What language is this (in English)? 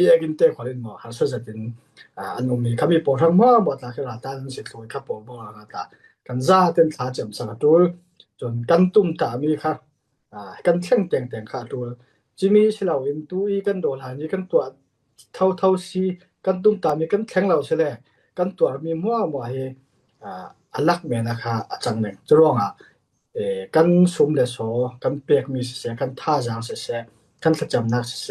Falam Chin